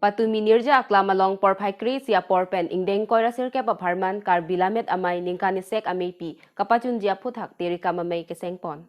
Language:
Karbi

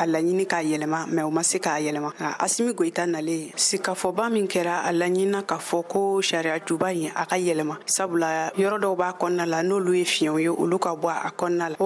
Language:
Bambara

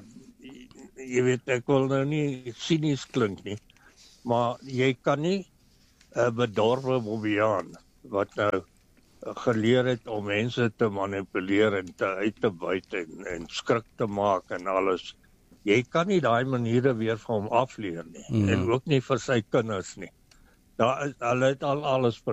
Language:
Afrikaans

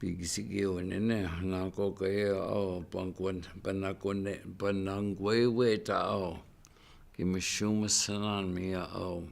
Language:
Chippewa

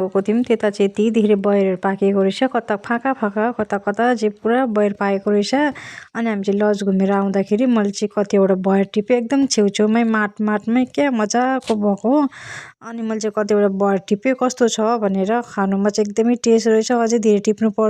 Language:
Nepali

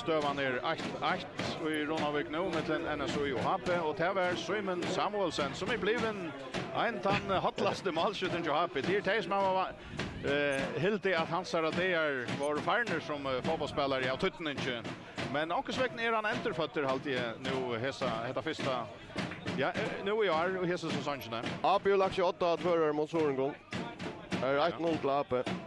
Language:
Faroese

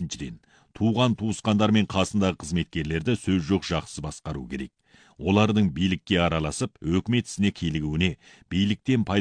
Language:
Kazakh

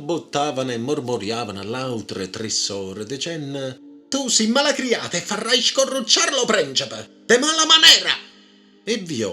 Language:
Neapolitan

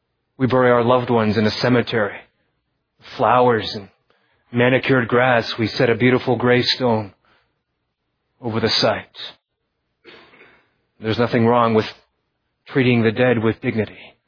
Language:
English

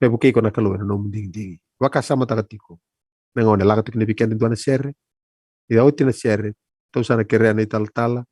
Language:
Fijian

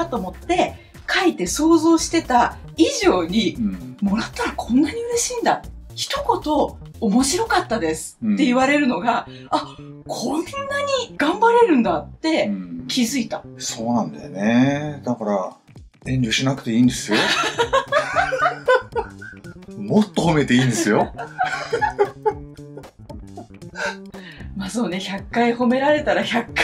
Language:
Japanese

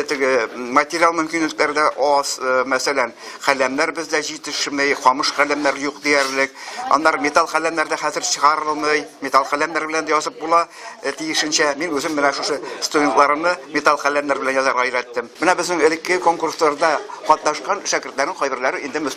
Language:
Tatar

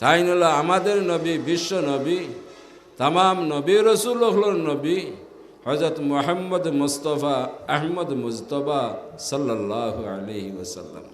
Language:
Sylheti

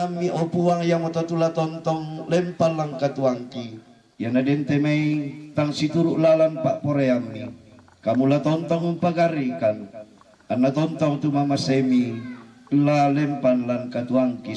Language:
Toraja-Sa'dan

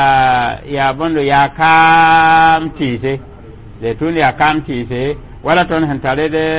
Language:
Mossi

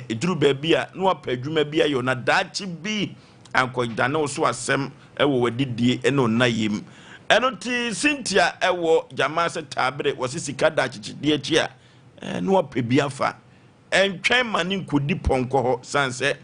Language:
Akan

